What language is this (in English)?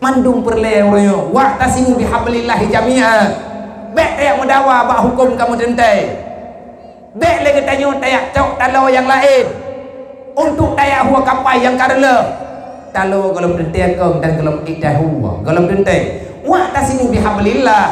Achinese